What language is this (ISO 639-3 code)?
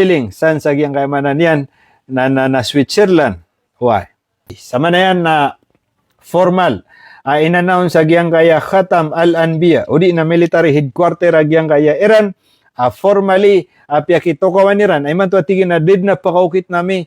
mrw